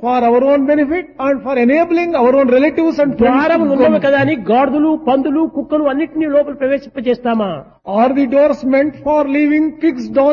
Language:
Telugu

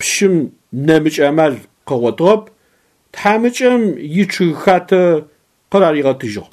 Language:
Adyghe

